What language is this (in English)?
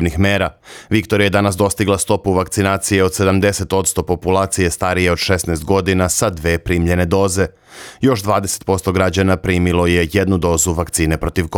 Serbian